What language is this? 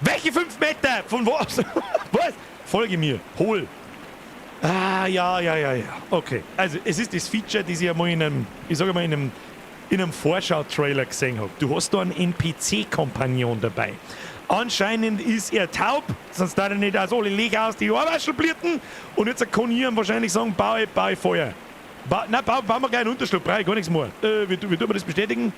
Bavarian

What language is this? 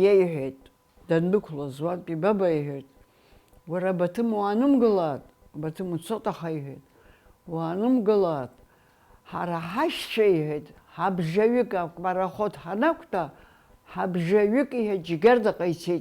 Abkhazian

